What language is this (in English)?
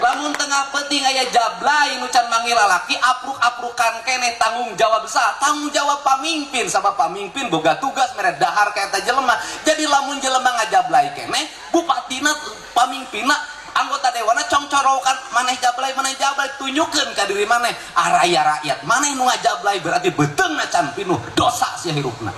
Sundanese